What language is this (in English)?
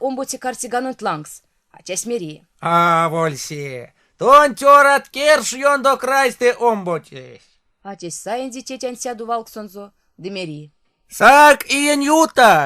Erzya